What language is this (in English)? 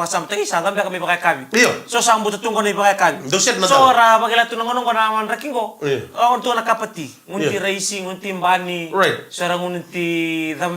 Fijian